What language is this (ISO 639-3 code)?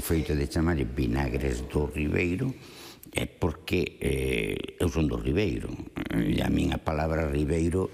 glg